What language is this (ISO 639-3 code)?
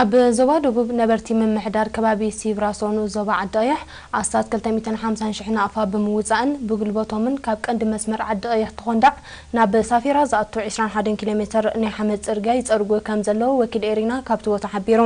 tir